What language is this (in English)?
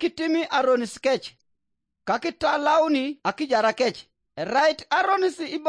Teso